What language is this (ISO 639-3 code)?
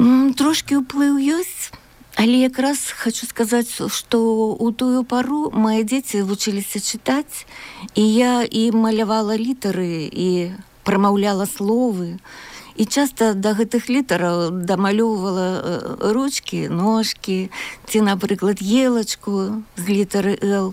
bel